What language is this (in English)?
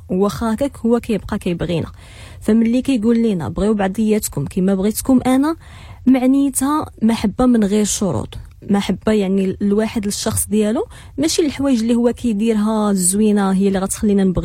Moroccan Arabic